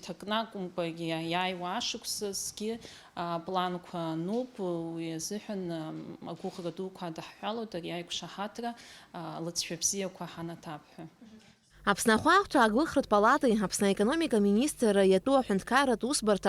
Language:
Abkhazian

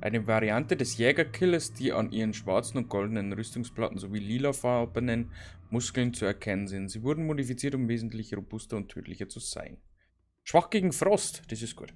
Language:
Bavarian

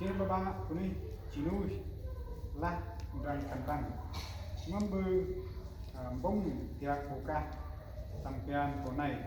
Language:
Central Mnong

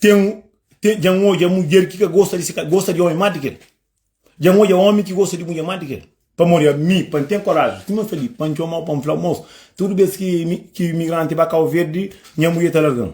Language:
Kabuverdianu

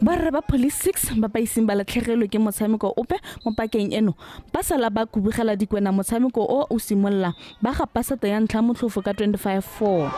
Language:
Tswana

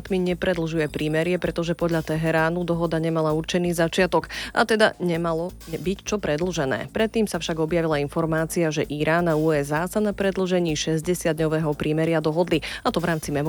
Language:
Slovak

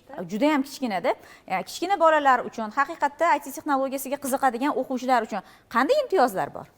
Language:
Uzbek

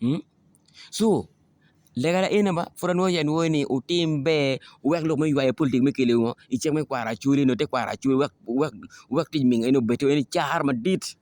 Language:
Acoli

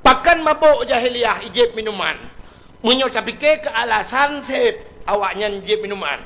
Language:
Achinese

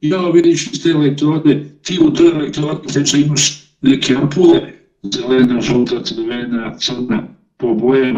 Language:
Serbian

